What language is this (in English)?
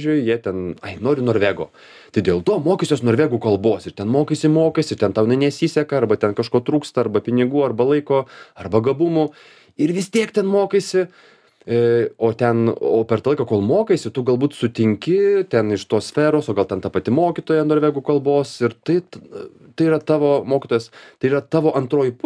Lithuanian